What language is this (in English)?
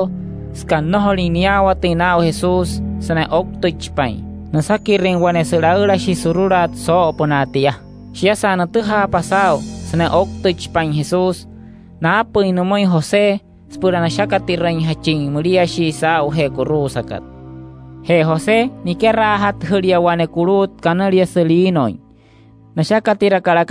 Wayuu